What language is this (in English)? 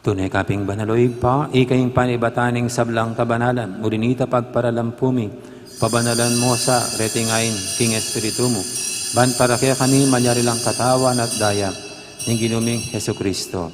Pampanga